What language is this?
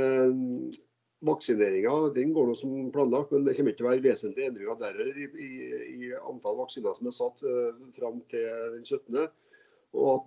Norwegian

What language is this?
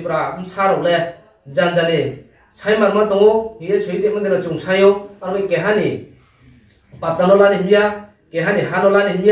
Riang (India)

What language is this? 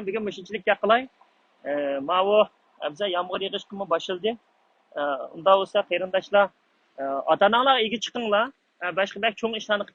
Uyghur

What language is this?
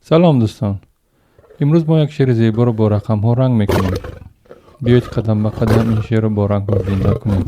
Tajik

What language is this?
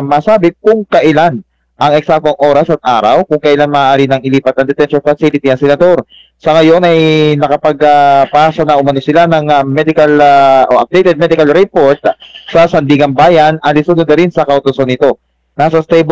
Filipino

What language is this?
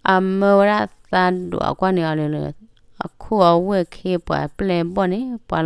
S'gaw Karen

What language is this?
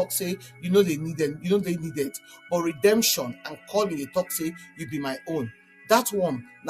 Nigerian Pidgin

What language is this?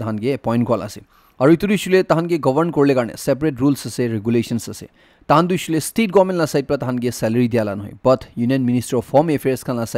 Naga Pidgin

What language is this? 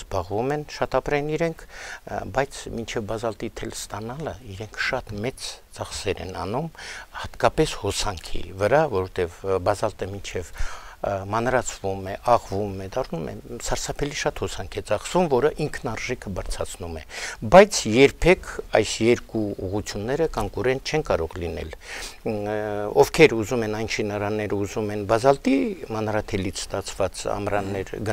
Armenian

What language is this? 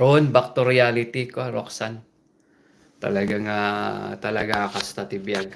Iloko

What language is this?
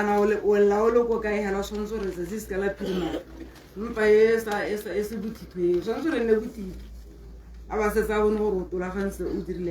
Tswana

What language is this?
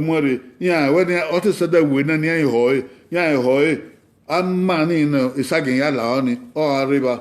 Bini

